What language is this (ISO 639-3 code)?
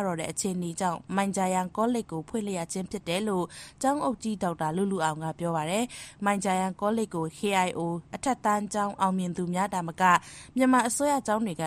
mya